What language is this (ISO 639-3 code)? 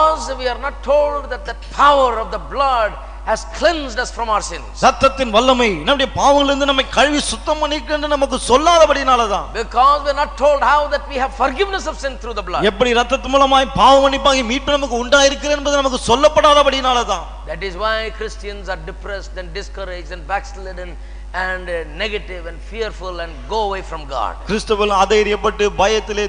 tam